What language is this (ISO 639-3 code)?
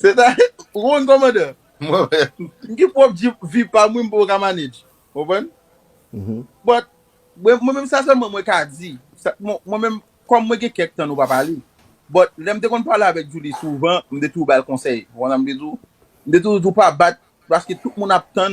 hat